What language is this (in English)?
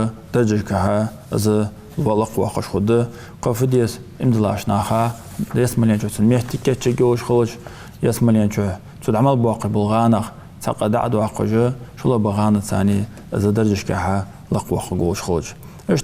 Ingush